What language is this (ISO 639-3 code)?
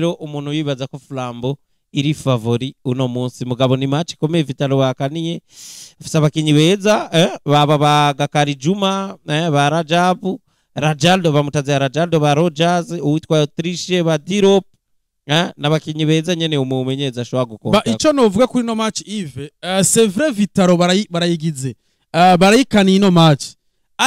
run